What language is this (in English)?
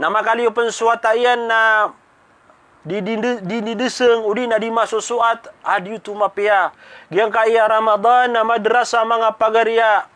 Maranao